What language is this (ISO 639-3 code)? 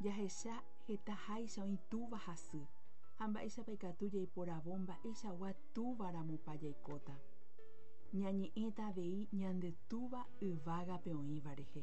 grn